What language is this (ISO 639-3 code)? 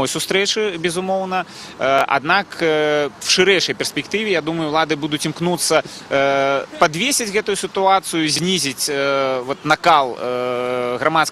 bel